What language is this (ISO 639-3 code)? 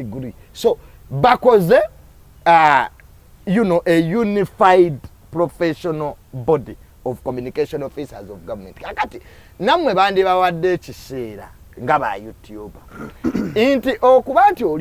lug